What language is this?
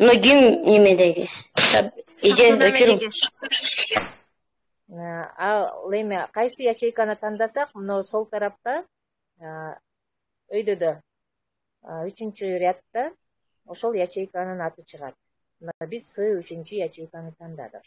Kyrgyz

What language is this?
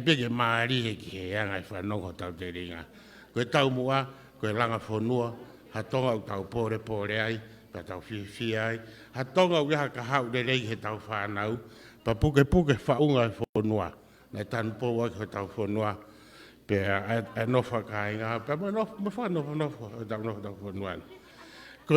Tongan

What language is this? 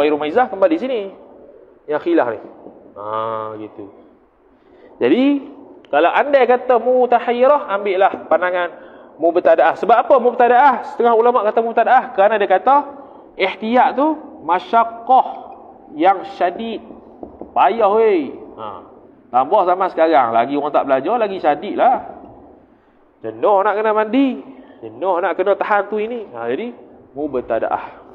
Malay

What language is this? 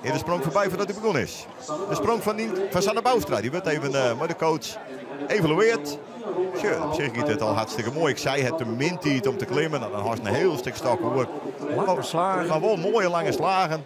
Western Frisian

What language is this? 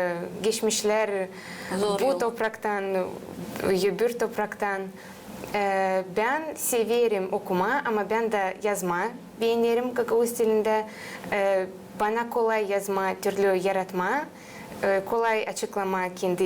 Gagauz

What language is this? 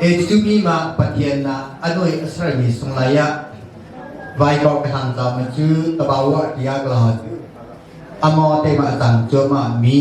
Hakha Chin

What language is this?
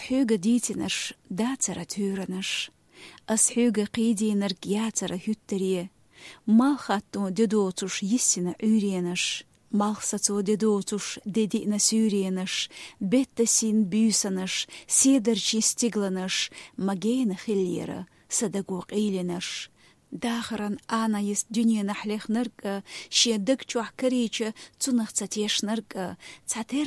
Chechen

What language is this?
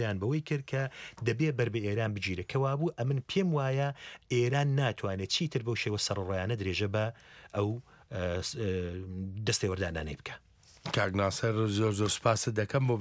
Central Kurdish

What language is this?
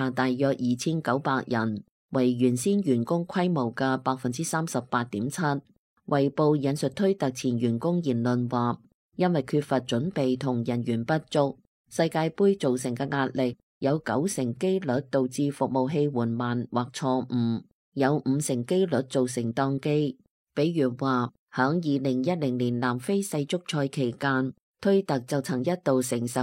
Cantonese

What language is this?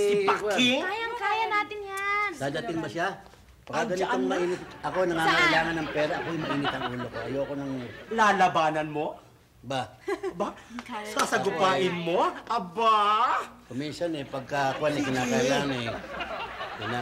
Filipino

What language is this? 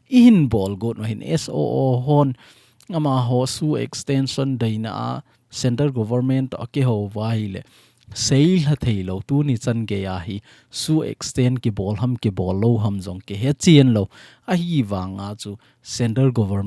Thado Chin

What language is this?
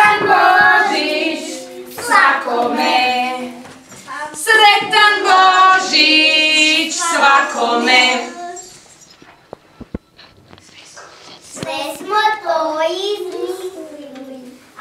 Croatian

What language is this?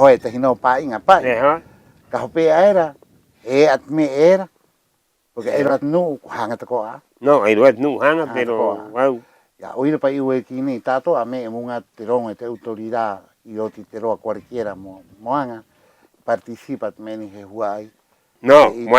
Rapanui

